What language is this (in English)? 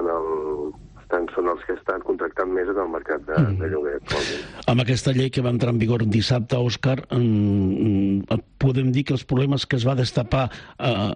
Catalan